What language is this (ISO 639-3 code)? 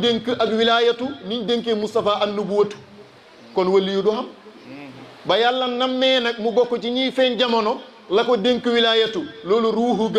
wol